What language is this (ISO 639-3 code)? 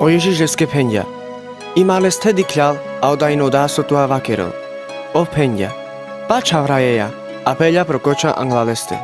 rmc